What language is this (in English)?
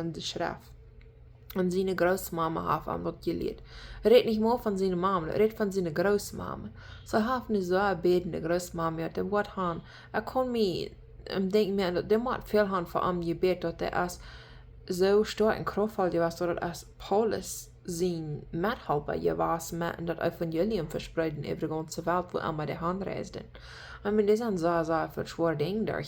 Plautdietsch